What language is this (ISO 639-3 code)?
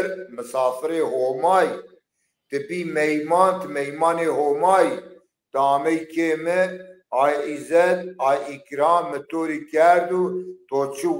zza